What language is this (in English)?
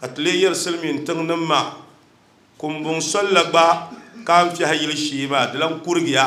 Dagbani